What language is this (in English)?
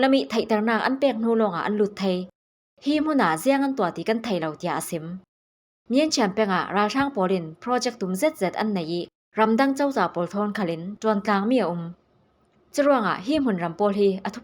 Falam Chin